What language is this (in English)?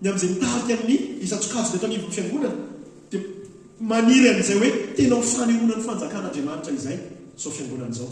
Malagasy